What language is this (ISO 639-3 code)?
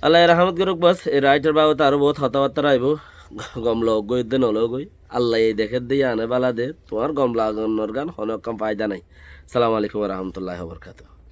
rhg